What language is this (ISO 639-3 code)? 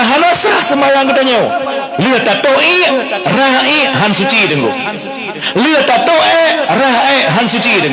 ace